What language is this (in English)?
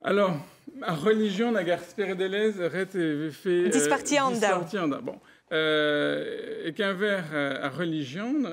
Breton